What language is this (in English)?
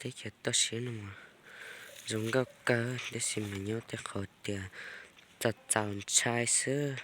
Hmong